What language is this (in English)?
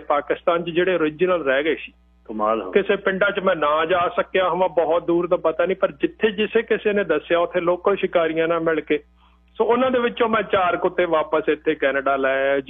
Punjabi